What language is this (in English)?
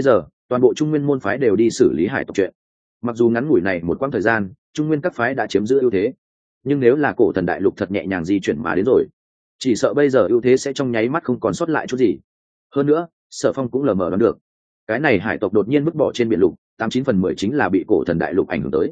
Vietnamese